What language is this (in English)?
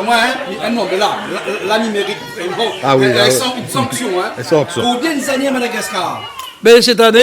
Réunion Creole French